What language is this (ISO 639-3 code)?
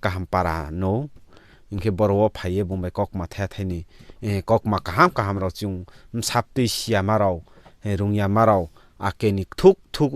ria